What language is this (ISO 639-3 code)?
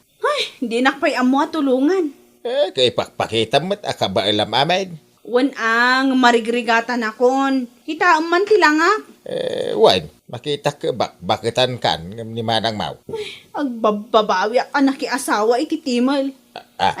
ilo